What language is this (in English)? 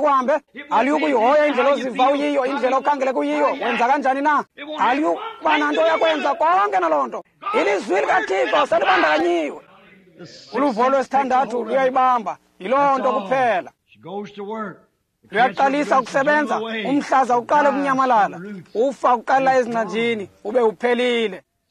Xhosa